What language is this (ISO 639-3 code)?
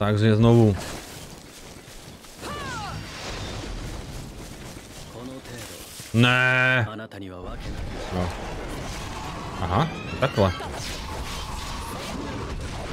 ces